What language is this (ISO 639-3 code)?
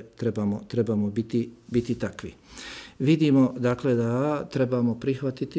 bos